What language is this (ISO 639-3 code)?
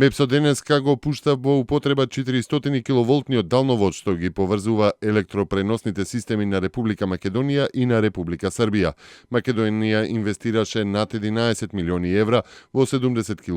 mkd